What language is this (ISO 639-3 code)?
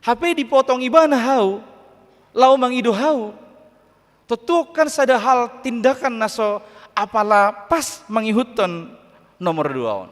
bbc